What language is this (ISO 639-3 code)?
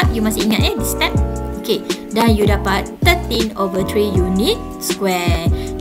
msa